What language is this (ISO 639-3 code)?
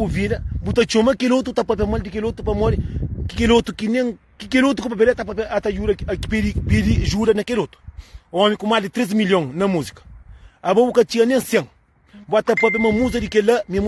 kea